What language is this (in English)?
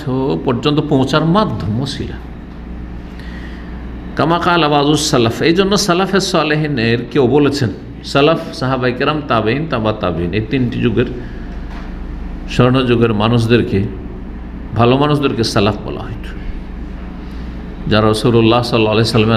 Bangla